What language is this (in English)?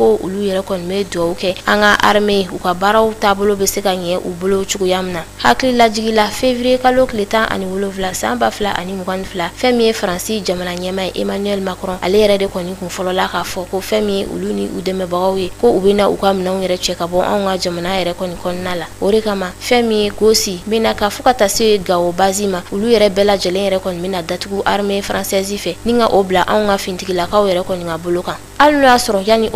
Bambara